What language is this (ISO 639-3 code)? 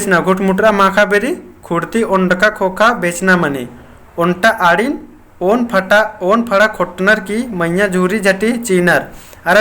kru